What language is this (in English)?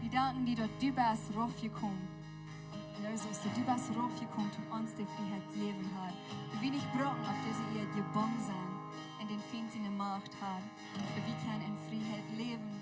Plautdietsch